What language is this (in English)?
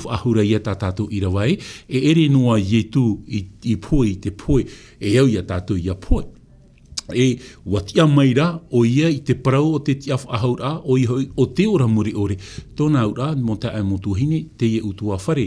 Tahitian